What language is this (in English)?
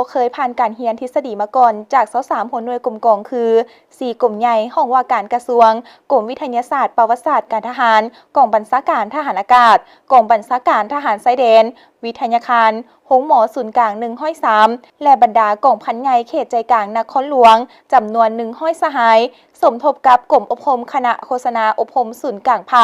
Lao